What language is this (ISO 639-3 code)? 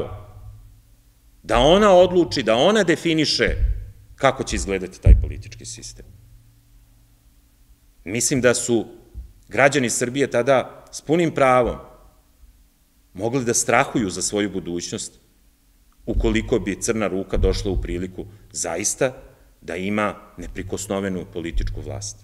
srp